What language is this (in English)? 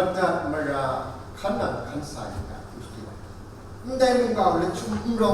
Kachin